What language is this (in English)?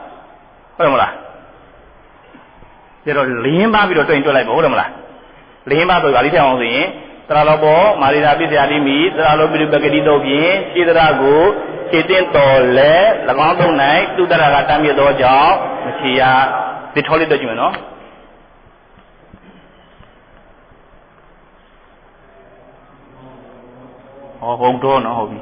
Burmese